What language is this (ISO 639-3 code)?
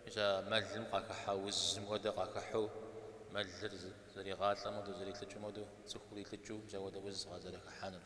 kbd